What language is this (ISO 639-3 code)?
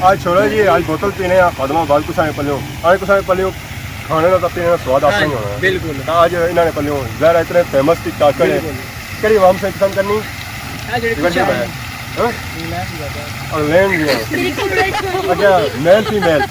phr